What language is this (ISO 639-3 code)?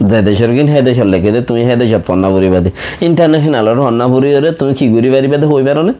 rhg